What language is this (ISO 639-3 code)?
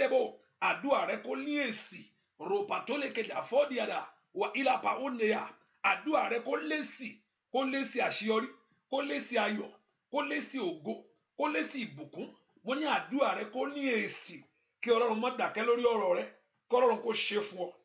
yor